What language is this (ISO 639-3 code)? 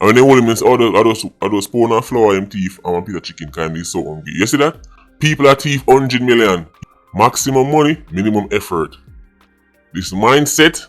jam